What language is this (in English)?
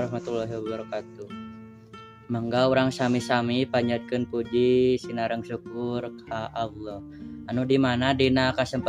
Sundanese